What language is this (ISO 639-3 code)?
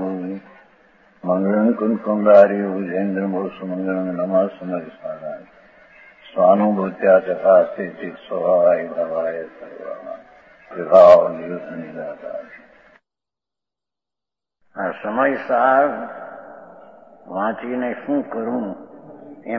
guj